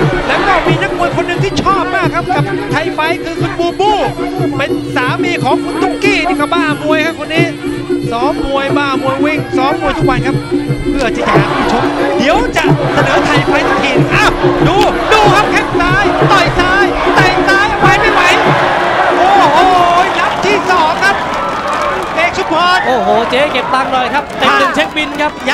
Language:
Thai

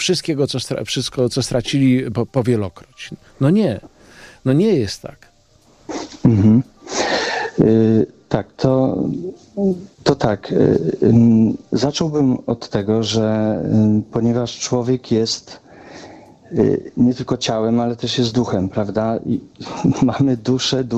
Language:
Polish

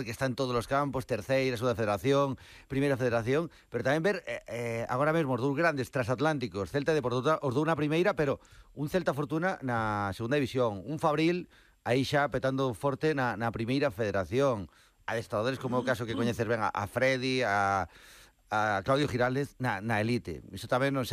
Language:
Galician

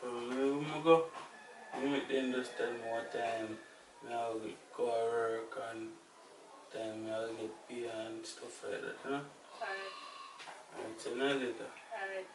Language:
Jamaican Creole English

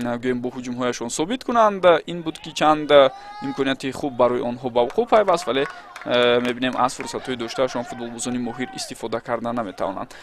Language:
Tajik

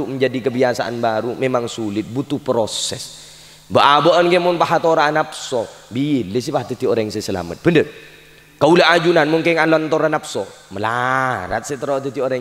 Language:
Madurese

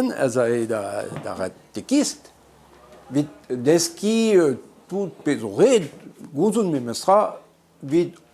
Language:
Breton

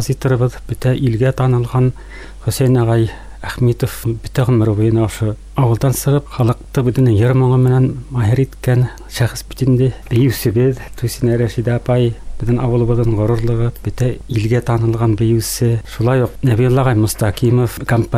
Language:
Bashkir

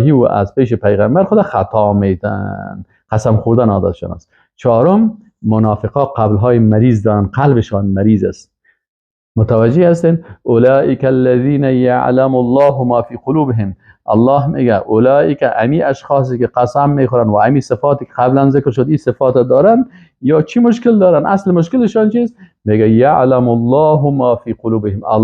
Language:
Persian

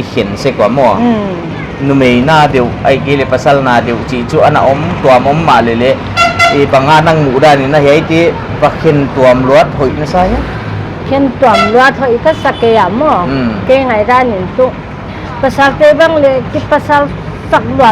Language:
Paite Chin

